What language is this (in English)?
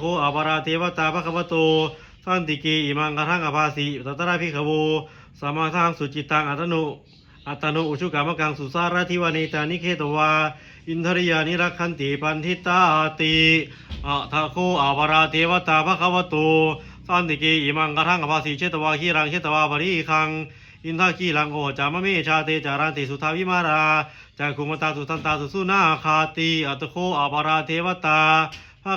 Pali